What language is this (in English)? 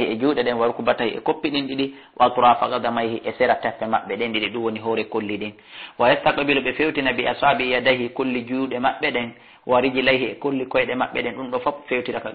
Fula